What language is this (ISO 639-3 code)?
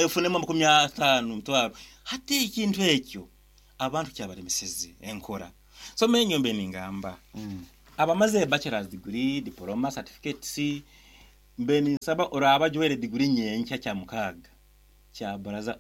nyn